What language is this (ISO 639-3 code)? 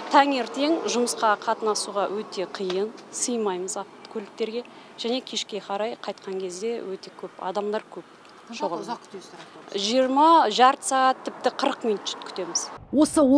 kaz